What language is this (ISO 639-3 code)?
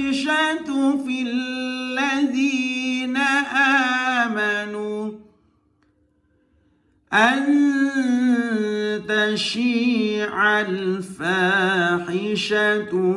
ara